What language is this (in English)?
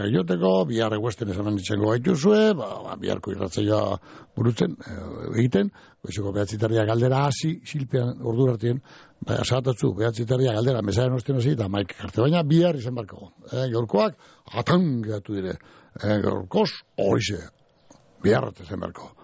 Basque